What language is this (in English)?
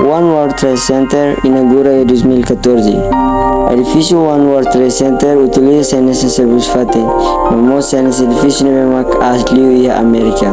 Tetum